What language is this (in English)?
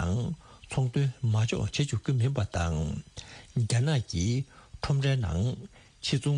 Tibetan